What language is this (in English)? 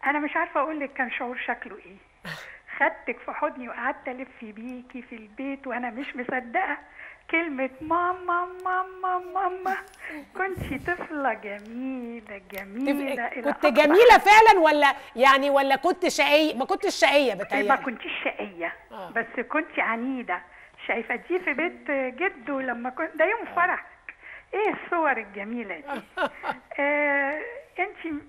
Egyptian Arabic